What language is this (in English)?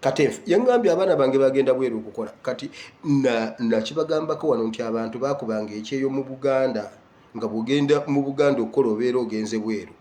Ganda